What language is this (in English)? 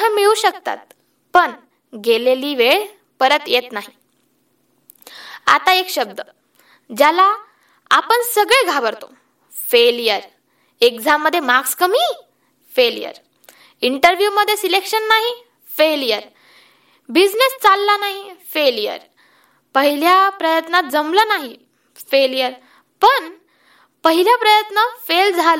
Marathi